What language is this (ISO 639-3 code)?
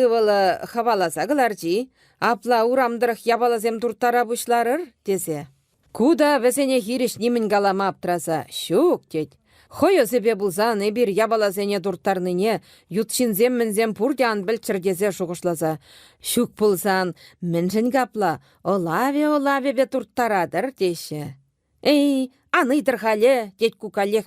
chv